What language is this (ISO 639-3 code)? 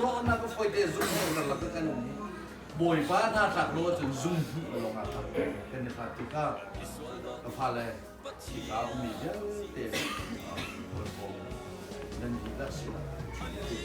cnh